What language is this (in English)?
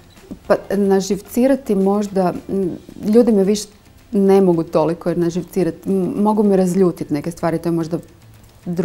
Croatian